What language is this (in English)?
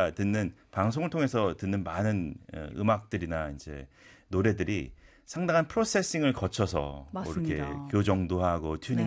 Korean